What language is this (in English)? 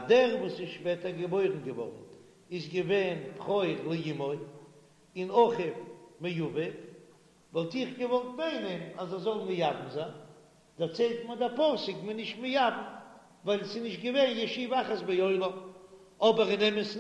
Yiddish